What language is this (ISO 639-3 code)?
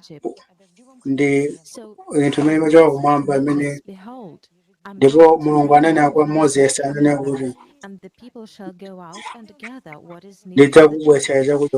nya